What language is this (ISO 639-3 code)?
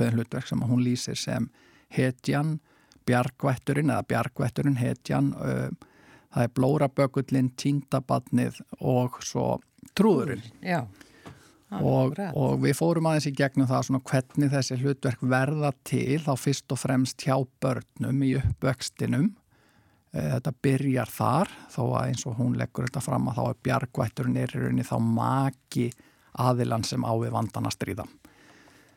isl